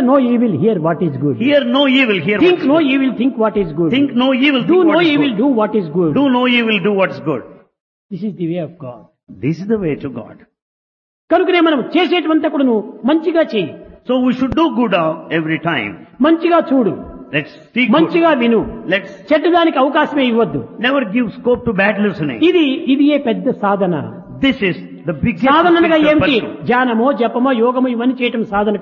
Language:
Telugu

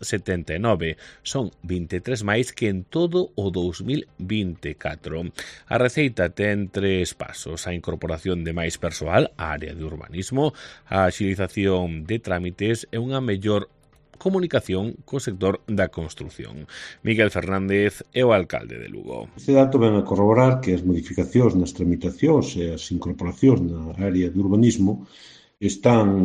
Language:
Galician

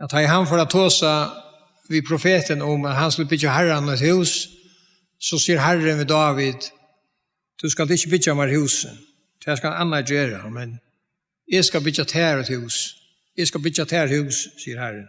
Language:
Faroese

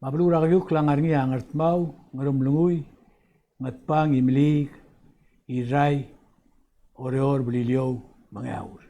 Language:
Palauan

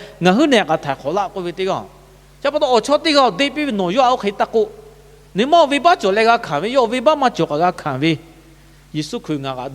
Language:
Lahu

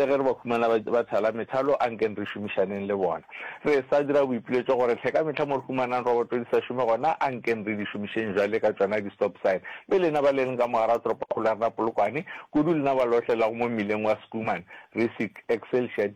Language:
Northern Sotho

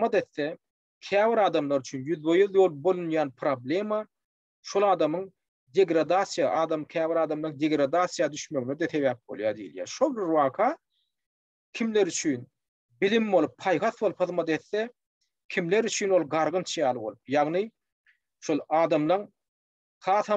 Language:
Turkmen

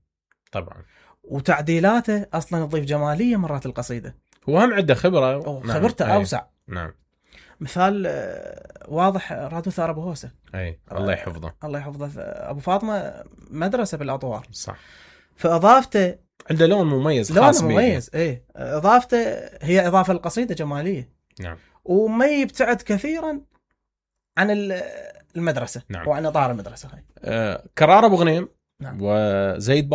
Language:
Mesopotamian Arabic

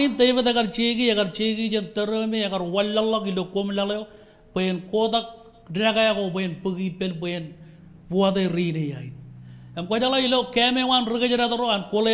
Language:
Marshallese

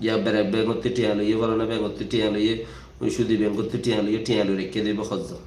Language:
Rohingya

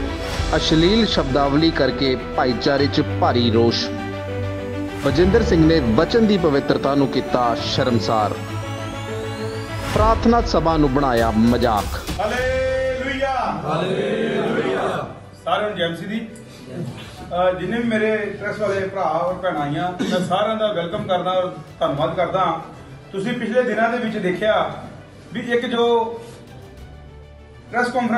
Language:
Punjabi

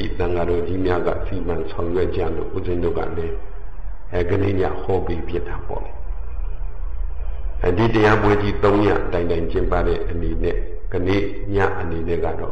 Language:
Burmese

